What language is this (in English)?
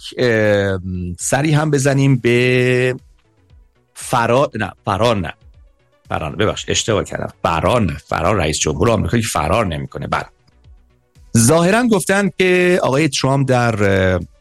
Persian